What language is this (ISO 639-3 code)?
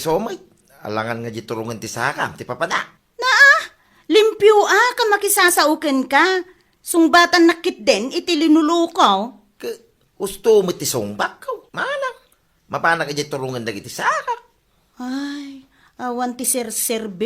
ilo